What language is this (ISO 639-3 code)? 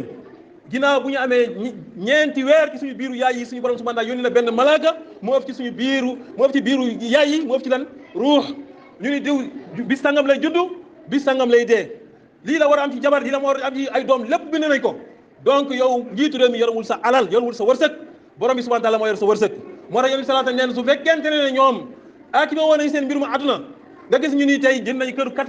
wol